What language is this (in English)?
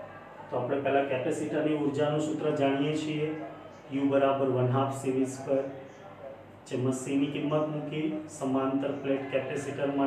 Gujarati